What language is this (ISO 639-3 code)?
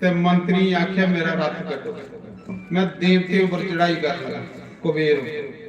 doi